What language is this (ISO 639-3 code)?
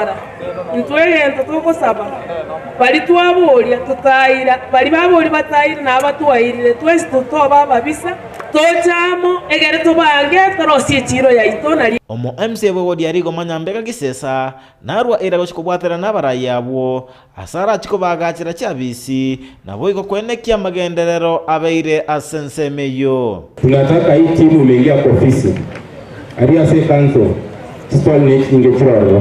guz